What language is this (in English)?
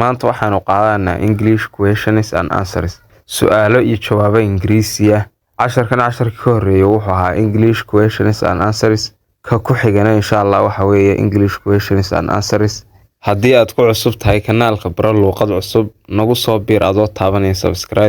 Somali